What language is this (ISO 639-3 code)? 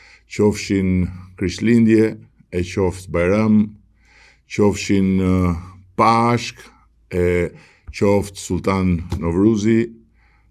sqi